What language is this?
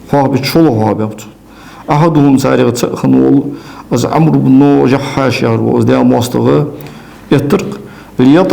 Ingush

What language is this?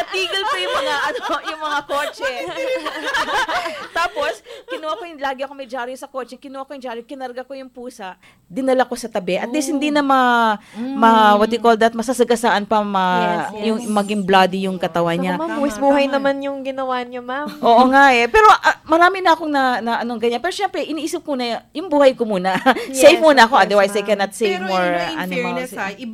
Filipino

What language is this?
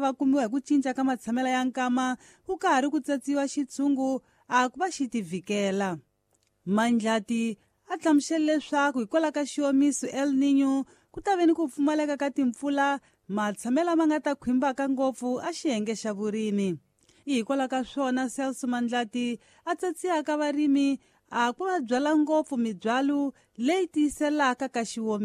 Tsonga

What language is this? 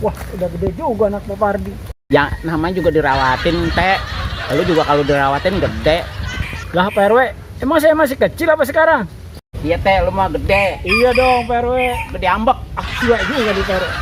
Betawi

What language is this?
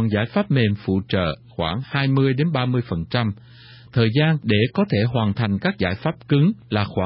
Vietnamese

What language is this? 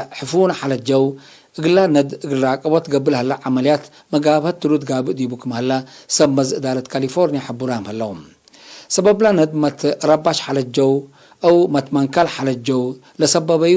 Tigre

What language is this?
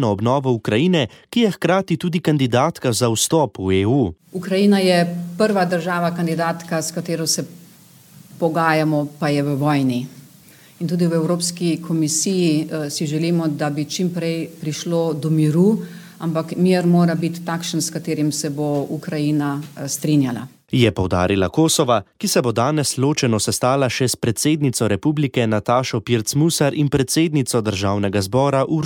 Slovenian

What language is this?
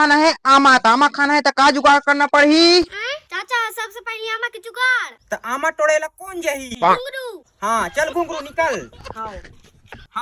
Chhattisgarhi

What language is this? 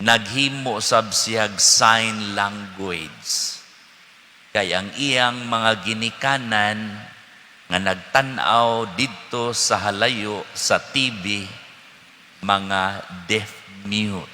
Cebuano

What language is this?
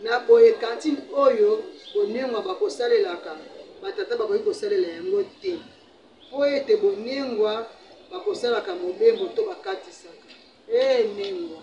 Lingala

